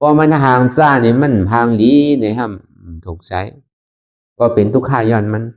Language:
Shan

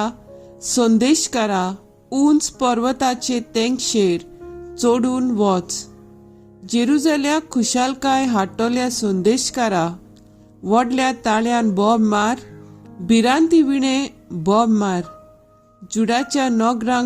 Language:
Konkani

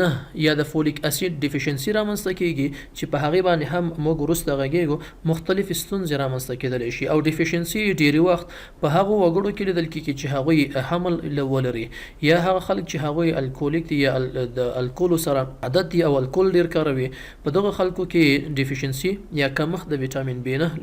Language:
Pashto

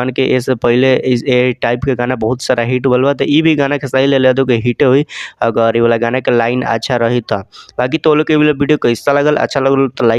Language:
Bhojpuri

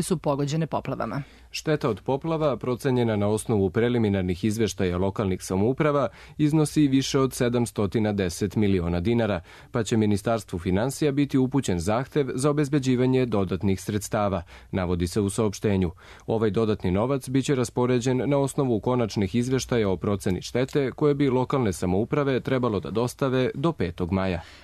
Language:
Serbian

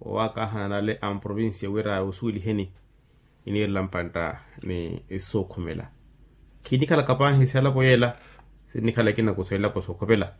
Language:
Makhuwa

